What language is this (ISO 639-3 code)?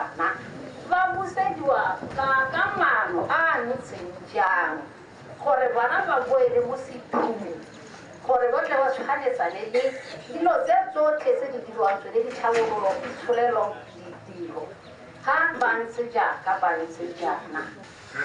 tsn